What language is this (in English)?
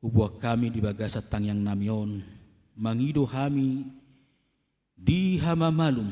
Batak Toba